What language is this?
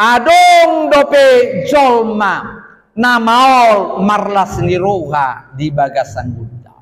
Batak Toba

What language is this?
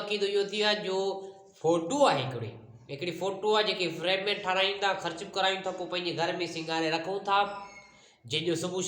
Sindhi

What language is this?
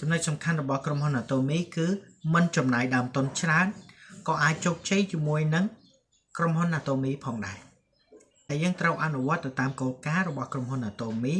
Khmer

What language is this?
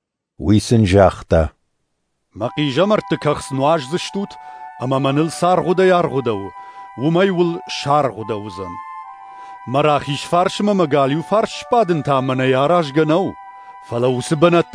Ossetic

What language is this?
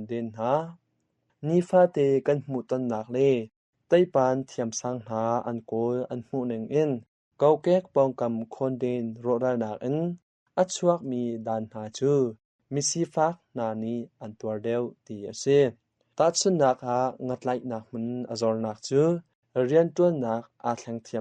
Hakha Chin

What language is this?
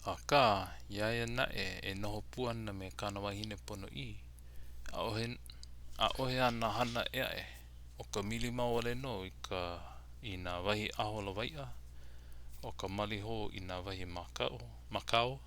Hawaiian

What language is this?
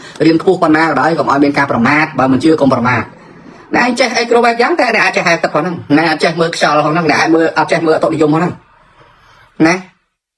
Khmer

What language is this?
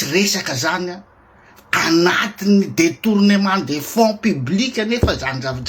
Malagasy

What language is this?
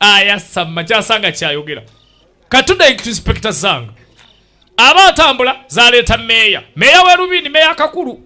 Ganda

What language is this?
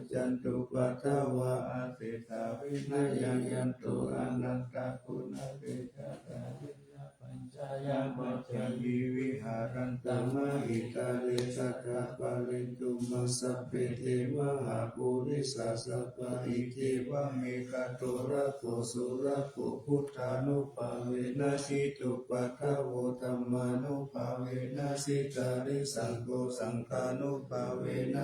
Pali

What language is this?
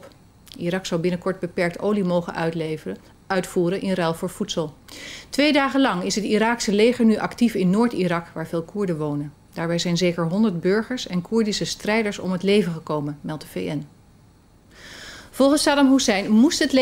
Dutch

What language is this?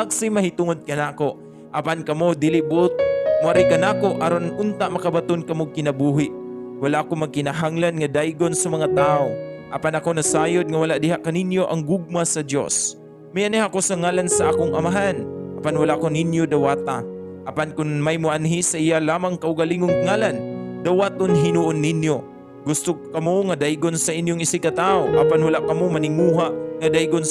Cebuano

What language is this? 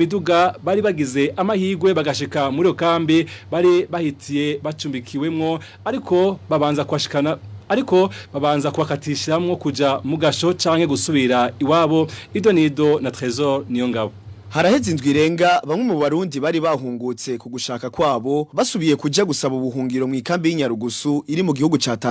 Rundi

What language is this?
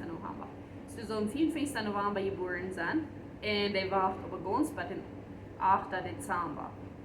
Plautdietsch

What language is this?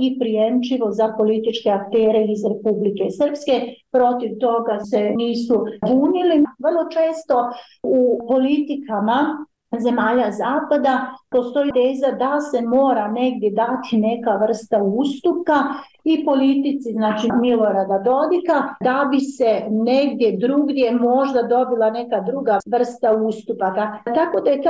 Bosnian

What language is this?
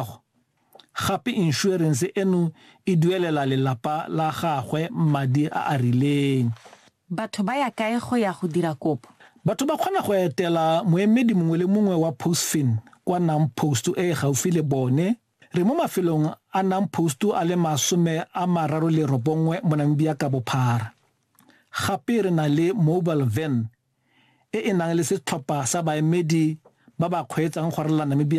Tswana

